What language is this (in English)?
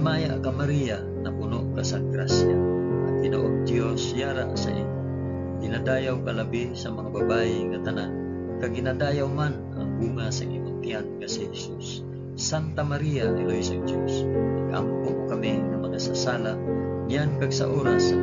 Hiligaynon